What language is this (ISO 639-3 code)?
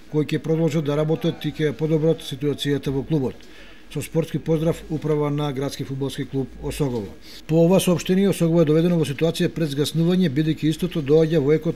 mkd